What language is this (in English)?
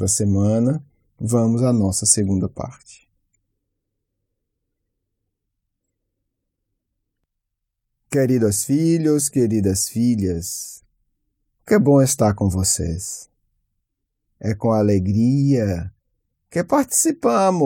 Portuguese